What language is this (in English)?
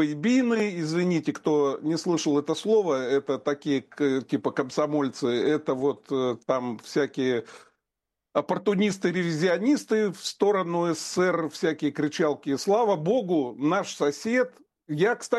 Russian